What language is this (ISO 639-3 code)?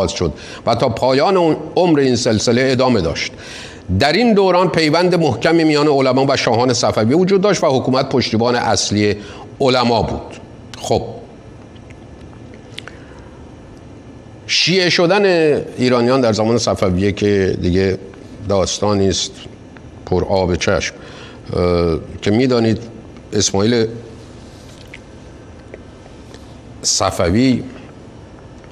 fas